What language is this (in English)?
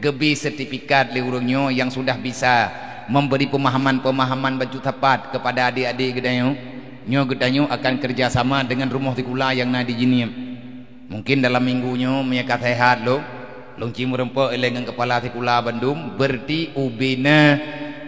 Achinese